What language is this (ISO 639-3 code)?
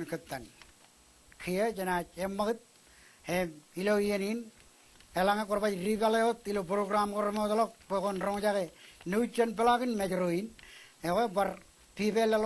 mah